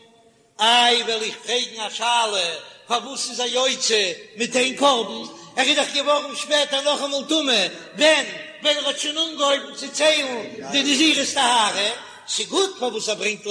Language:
Yiddish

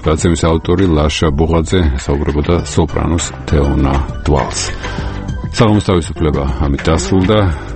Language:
Georgian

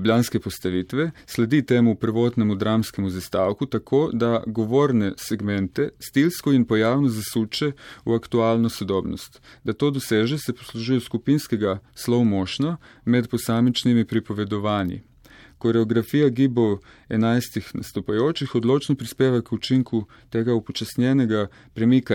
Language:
Slovenian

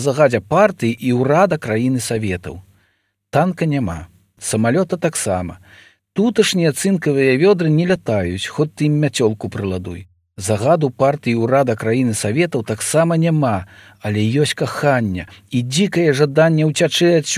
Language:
Belarusian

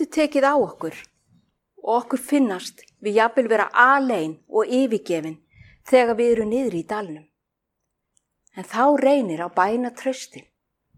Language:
Icelandic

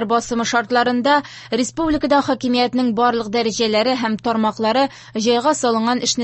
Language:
Tatar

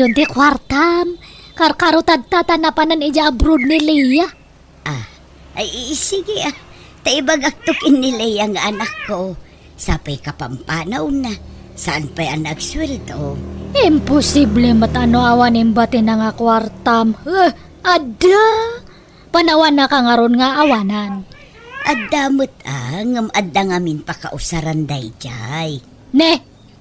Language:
Iloko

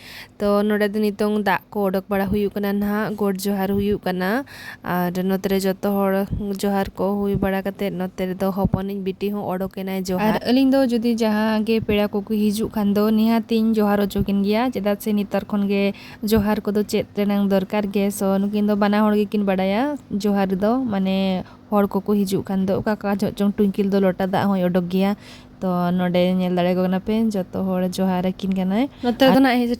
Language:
Santali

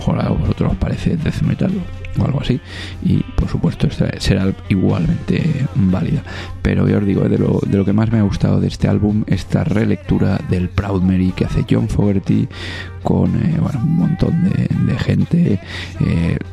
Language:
Spanish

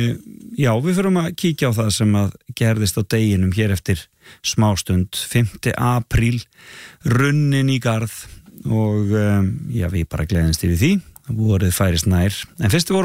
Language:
Icelandic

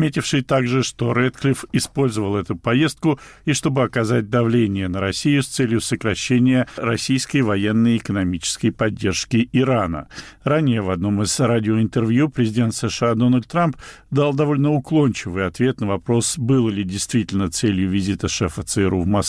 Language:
Russian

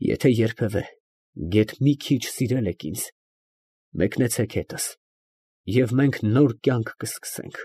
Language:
Armenian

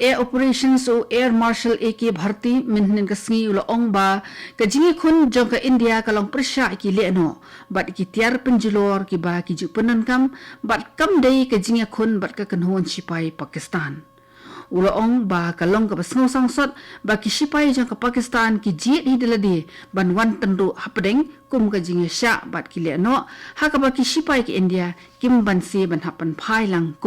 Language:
Khasi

